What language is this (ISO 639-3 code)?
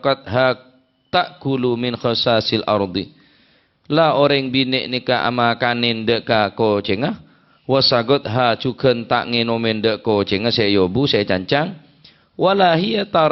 mad